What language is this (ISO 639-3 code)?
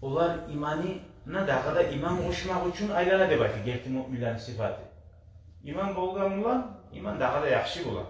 kum